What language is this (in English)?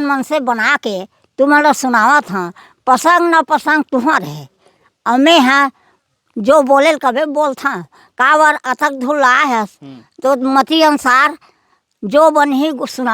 Chhattisgarhi